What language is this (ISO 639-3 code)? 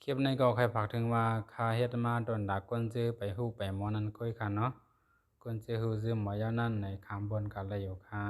shn